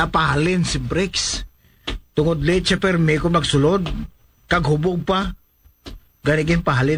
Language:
Hiligaynon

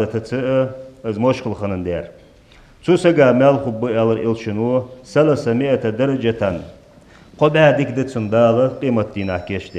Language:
Ingush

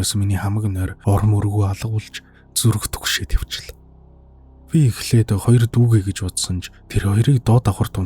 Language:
Mongolian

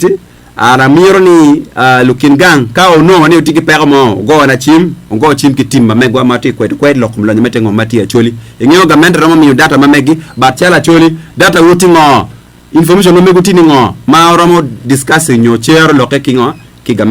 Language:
Acoli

